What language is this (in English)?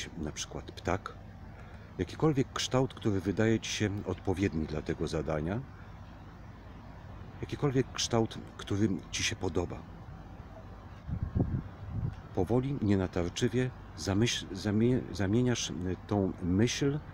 Polish